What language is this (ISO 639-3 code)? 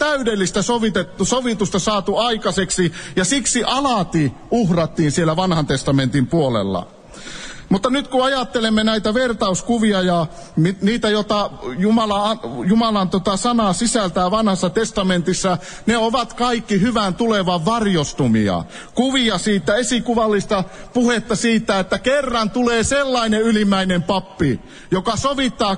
fin